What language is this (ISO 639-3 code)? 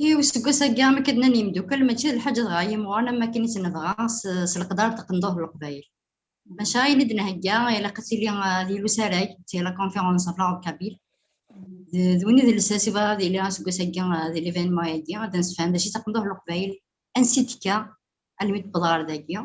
kab